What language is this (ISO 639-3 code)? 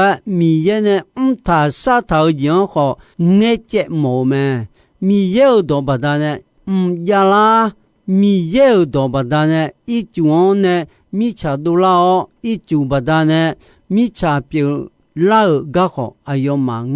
ahk